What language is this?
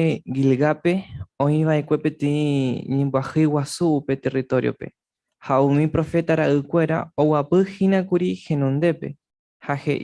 Guarani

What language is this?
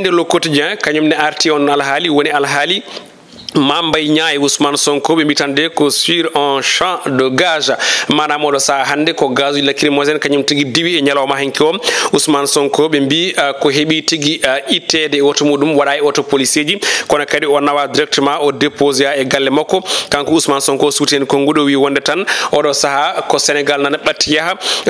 Fula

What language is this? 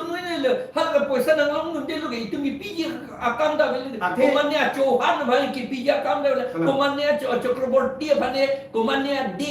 Karbi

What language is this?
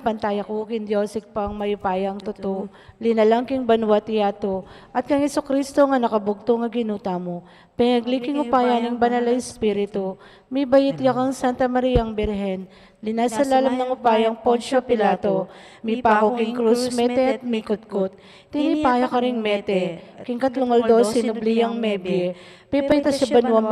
Pampanga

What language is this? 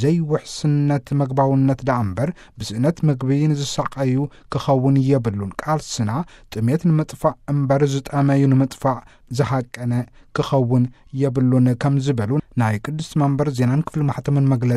Tigrinya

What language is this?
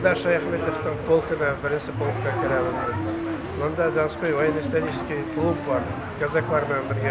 Bashkir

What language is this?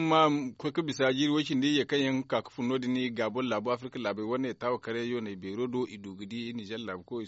Zarma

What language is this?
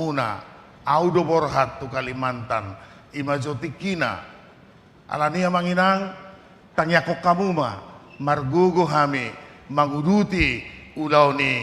Batak Toba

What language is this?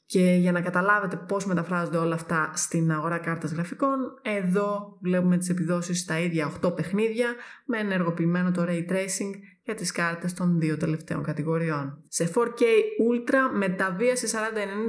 Greek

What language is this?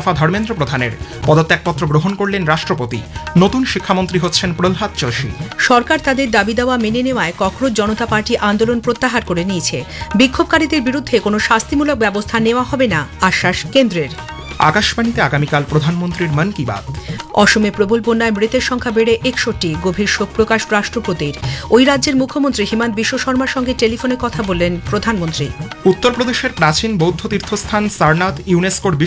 Bangla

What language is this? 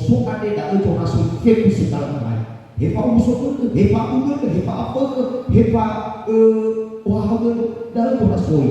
Nias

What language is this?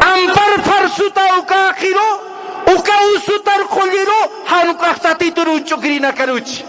Aymara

